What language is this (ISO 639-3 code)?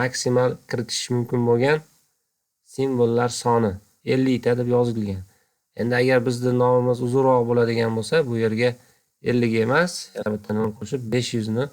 uzb